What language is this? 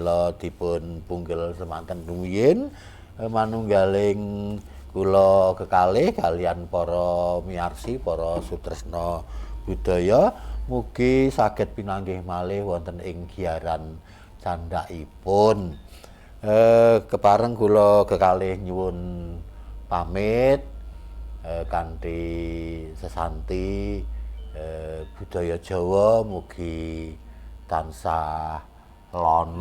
Javanese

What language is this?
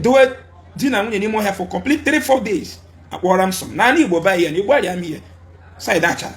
Igbo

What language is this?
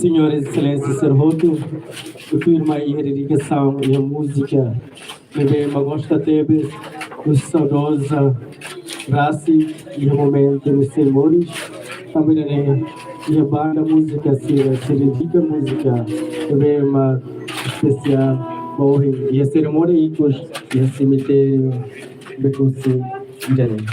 Tetum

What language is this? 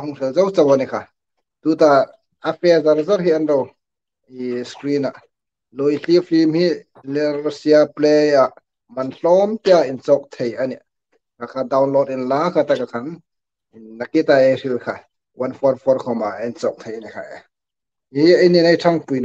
Hmar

